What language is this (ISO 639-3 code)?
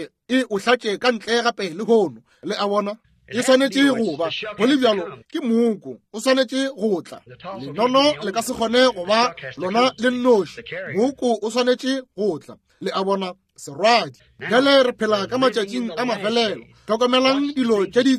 nso